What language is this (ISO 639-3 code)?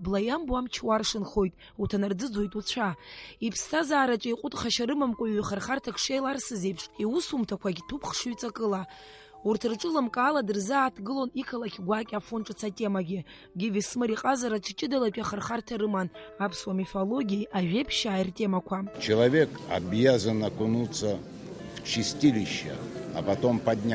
abk